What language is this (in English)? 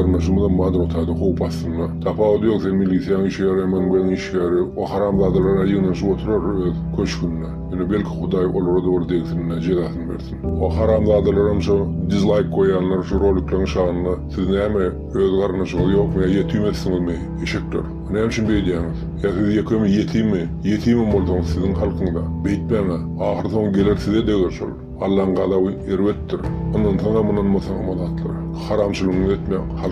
Turkmen